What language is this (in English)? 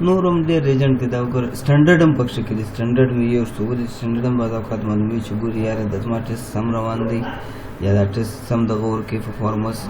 Pashto